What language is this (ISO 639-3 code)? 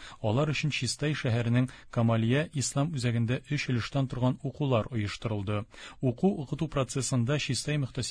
tat